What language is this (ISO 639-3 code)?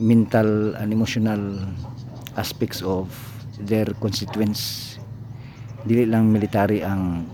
ceb